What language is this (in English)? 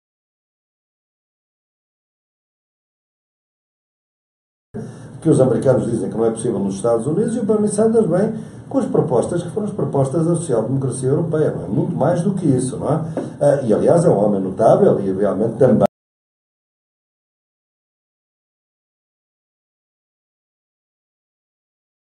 Portuguese